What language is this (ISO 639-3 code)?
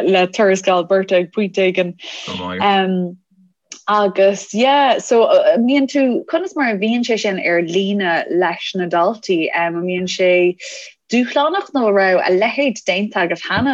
gle